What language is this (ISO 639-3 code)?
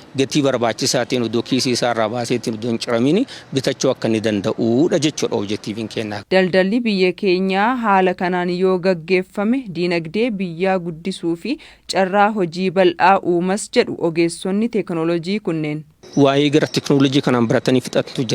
orm